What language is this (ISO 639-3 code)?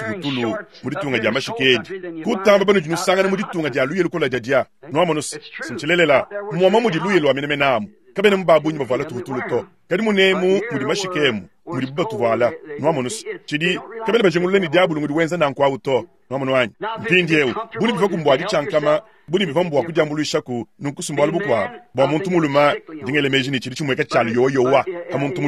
lua